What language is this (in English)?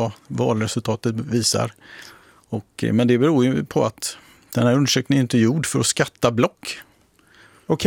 Swedish